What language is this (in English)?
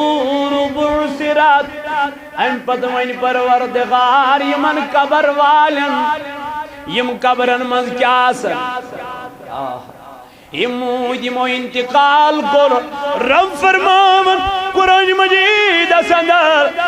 Kashmiri